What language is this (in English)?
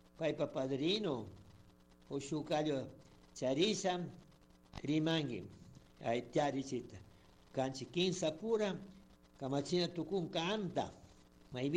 Chimborazo Highland Quichua